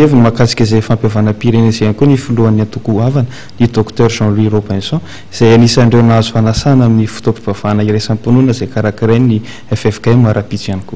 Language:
Malagasy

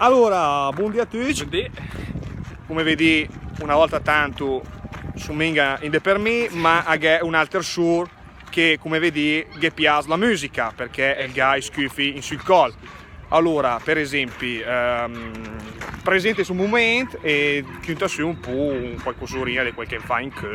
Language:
Lombard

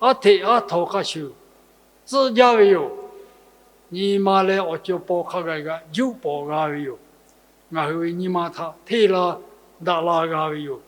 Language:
Lahu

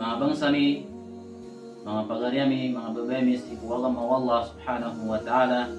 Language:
Maranao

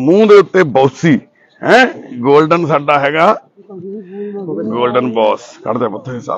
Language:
Punjabi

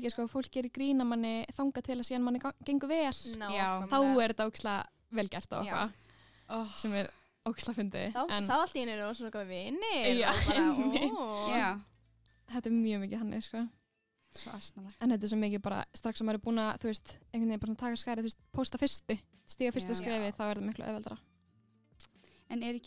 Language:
Icelandic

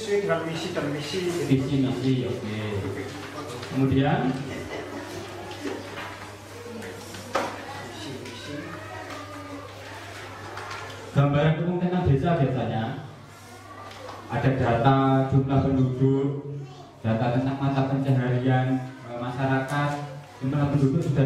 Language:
Indonesian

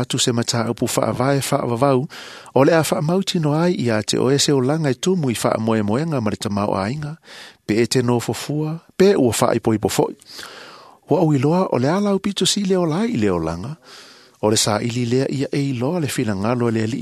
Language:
Samoan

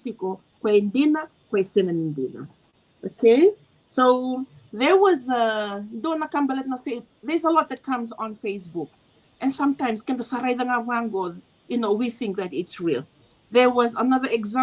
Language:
Fijian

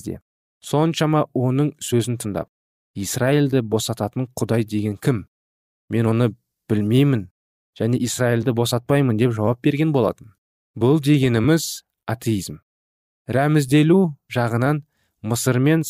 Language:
Kazakh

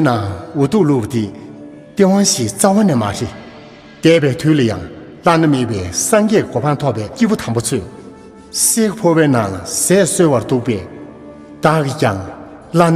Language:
Tibetan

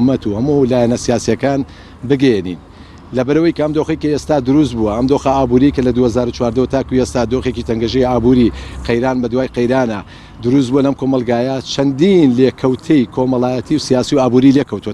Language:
Central Kurdish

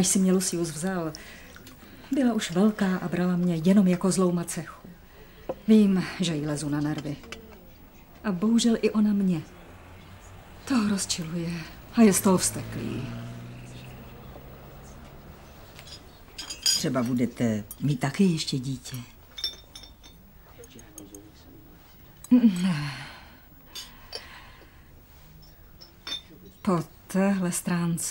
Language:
Czech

